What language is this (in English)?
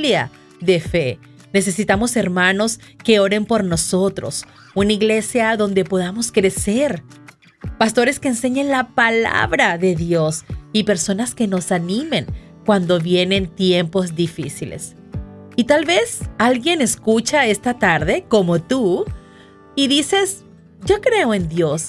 Spanish